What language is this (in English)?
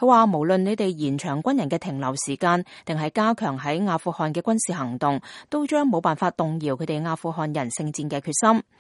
Cantonese